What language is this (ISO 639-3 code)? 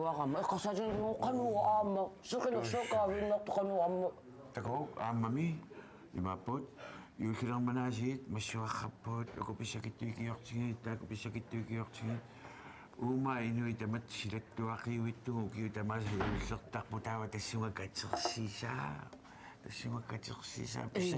kal